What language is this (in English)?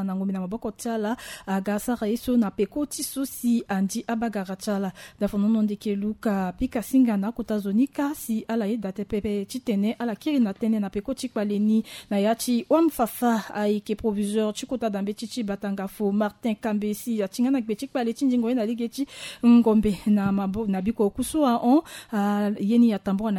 Sango